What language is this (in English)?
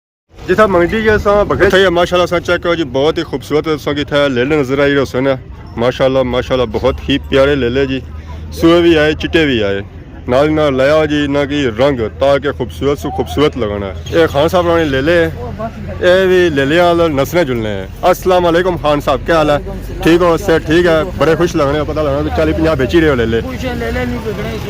Pahari-Potwari